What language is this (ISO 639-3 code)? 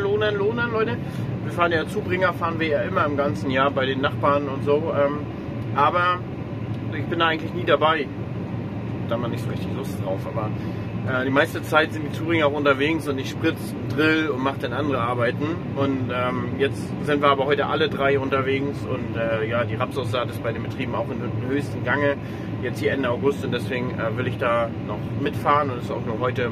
deu